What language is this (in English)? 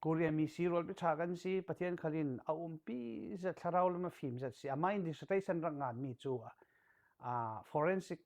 Falam Chin